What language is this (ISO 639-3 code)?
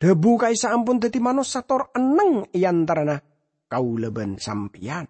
mad